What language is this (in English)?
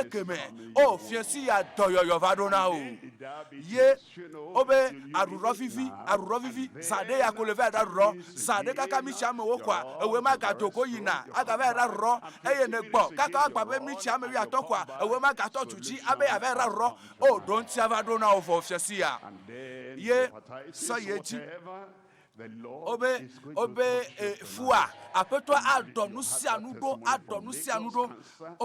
Ewe